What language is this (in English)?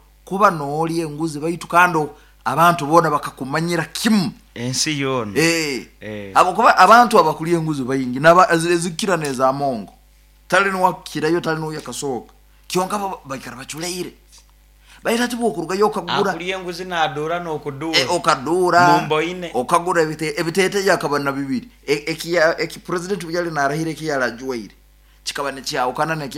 Nyoro